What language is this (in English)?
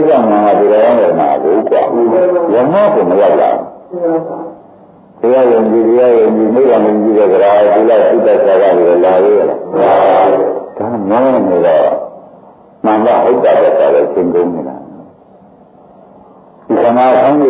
Burmese